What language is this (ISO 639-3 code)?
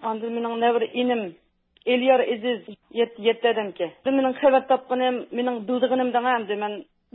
uig